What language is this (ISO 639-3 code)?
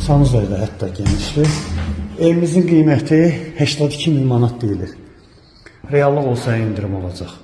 aze